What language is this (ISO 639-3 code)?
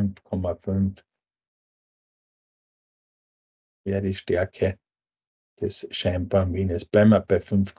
deu